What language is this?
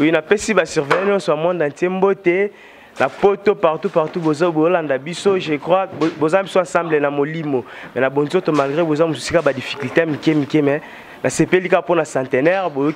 Lingala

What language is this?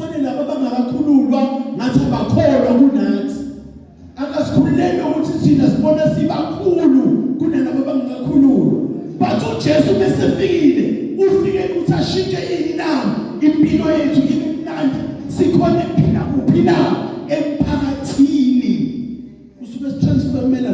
Zulu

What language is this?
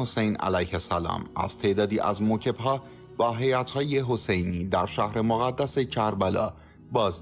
Persian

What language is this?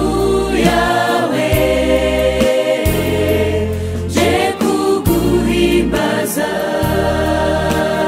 Kinyarwanda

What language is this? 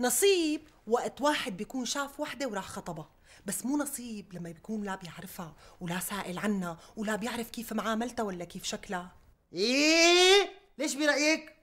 North Levantine Arabic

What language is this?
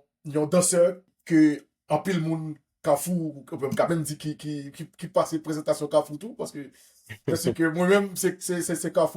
Haitian Creole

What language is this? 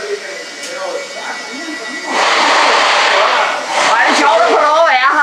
Danish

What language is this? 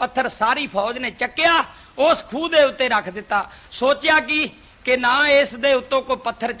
Punjabi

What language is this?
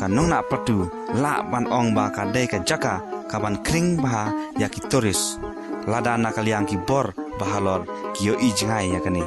Khasi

